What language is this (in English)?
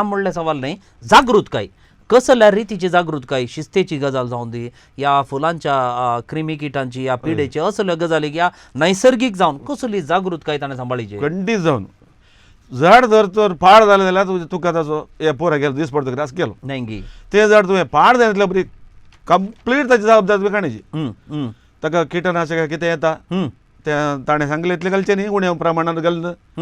Konkani